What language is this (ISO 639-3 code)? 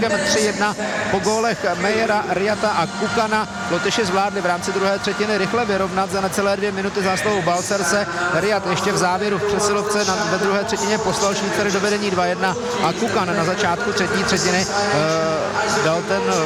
ces